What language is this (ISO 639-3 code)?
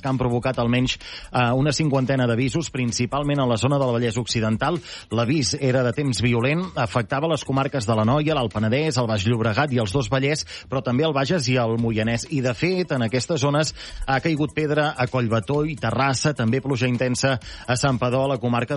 cat